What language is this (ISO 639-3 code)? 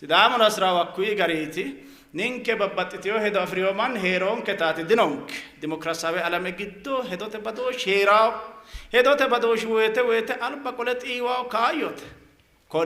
sid